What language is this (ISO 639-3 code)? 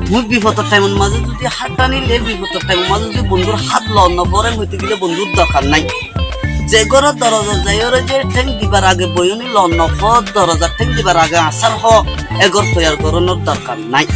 rhg